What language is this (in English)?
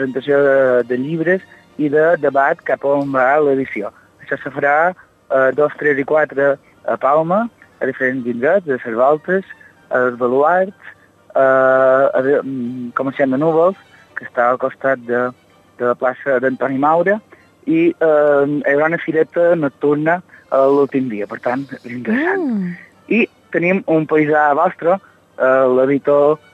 Catalan